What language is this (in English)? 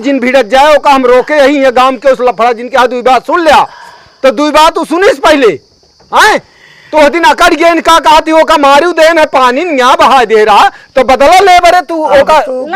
Awadhi